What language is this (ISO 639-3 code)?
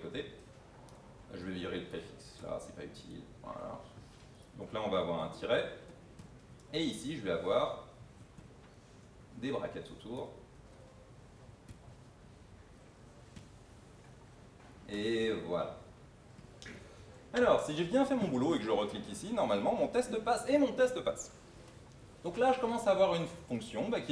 fra